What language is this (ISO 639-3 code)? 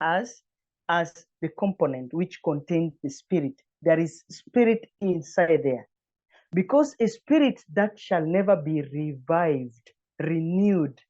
eng